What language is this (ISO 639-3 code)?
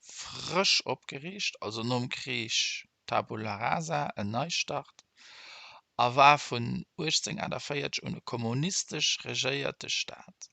ltz